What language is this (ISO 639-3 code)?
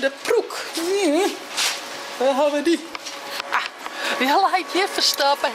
fry